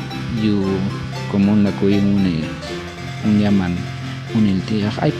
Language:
Popti'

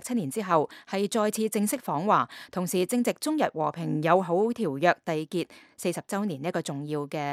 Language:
Cantonese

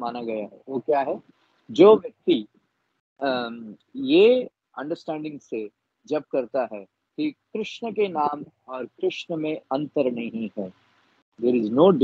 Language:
Hindi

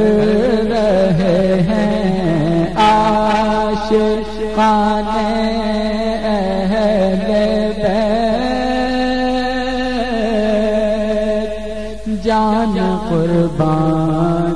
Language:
Urdu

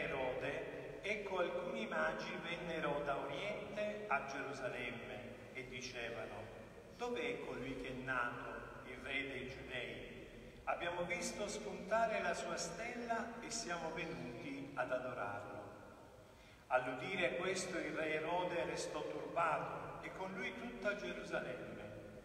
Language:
Italian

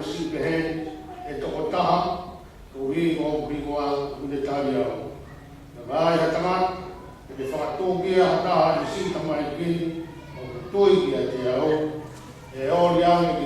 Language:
Tongan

